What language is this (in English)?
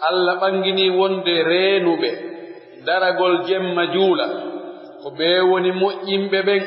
Pular